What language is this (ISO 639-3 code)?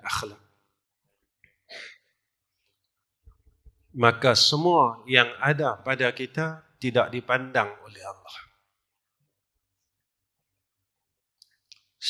msa